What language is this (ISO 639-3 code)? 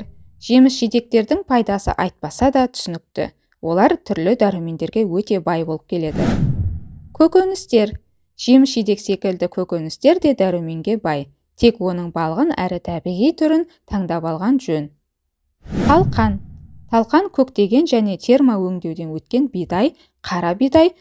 kaz